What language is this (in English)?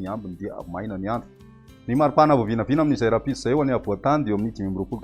Malagasy